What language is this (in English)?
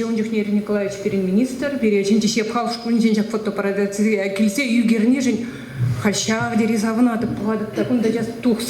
Chuvash